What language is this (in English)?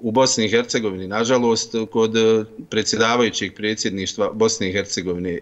Bosnian